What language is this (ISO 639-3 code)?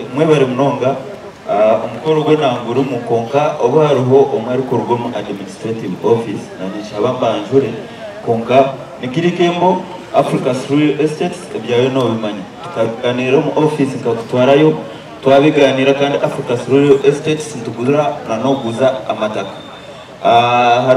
nyn